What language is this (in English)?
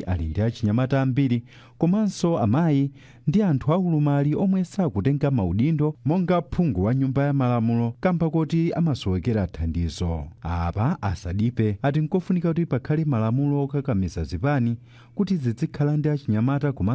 Nyanja